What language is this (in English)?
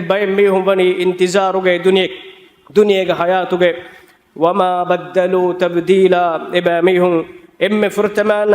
Divehi